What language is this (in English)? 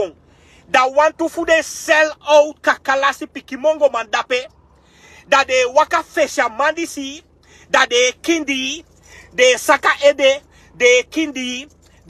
Sranan Tongo